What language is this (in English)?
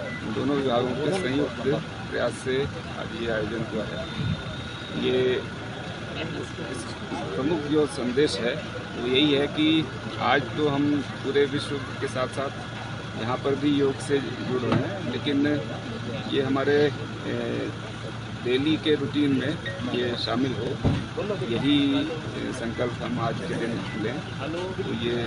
Hindi